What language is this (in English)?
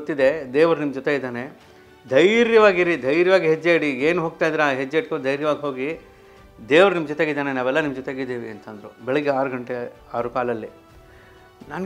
Kannada